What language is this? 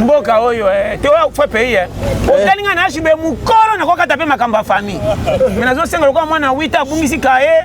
Lingala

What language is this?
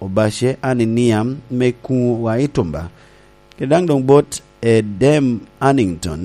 Lango (Uganda)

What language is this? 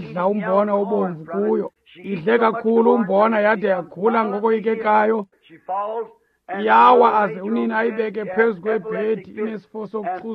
Xhosa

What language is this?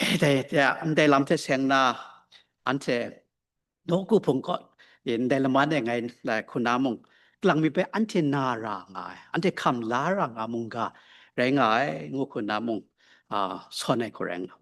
Kachin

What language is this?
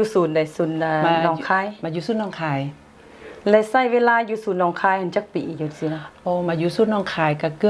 Thai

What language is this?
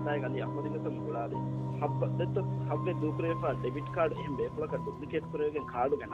Divehi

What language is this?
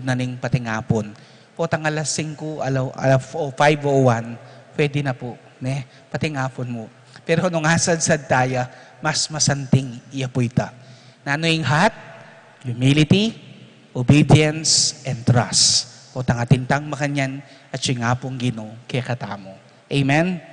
Pampanga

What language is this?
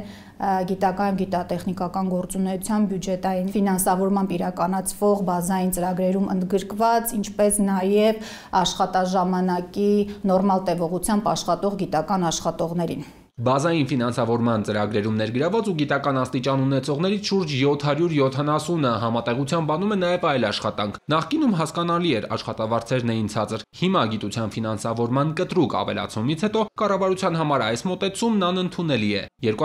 Armenian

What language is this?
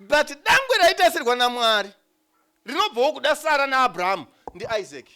Shona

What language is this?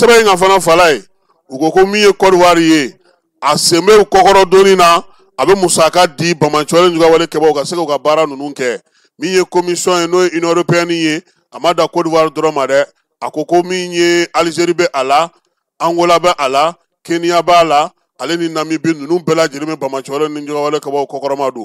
Bambara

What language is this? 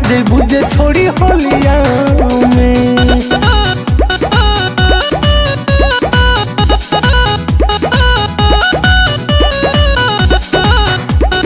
Bhojpuri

